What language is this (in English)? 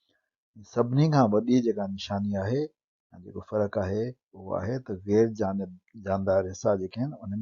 Sindhi